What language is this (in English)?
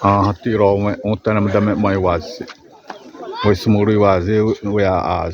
Xavánte